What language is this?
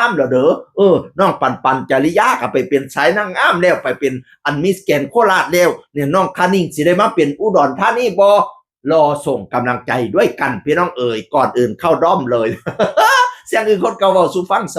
Northeastern Thai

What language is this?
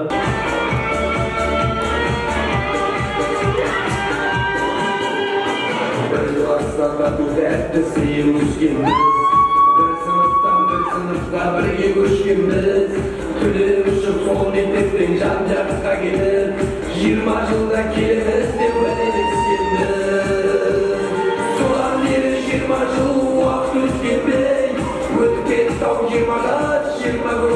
Kara-Kalpak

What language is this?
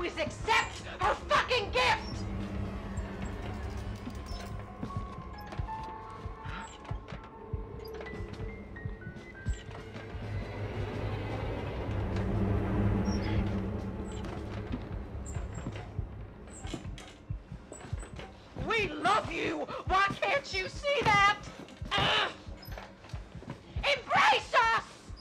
English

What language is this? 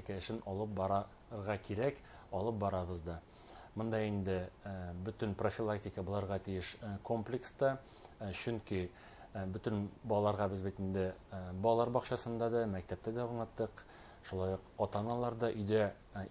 Bashkir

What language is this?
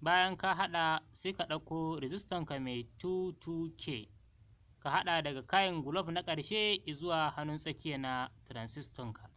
Hausa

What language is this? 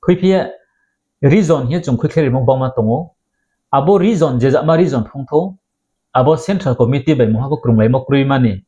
Riang (India)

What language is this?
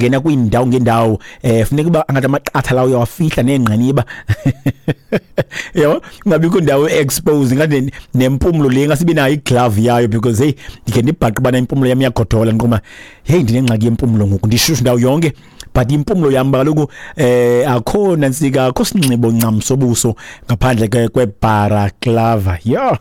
Xhosa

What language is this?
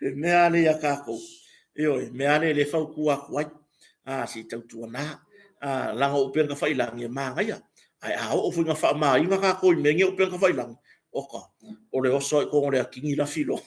Samoan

